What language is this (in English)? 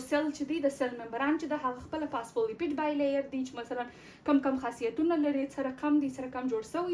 Pashto